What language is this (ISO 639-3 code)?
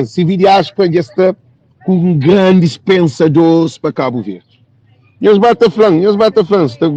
kea